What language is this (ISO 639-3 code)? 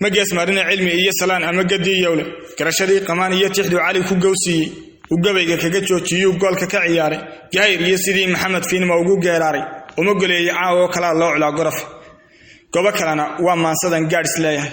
som